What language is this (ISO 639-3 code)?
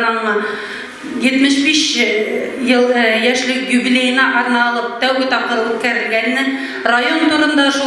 bak